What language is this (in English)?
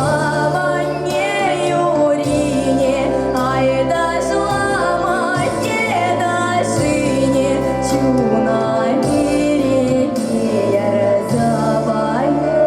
Chuvash